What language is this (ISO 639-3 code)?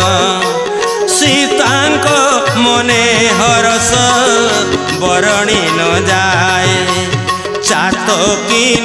ori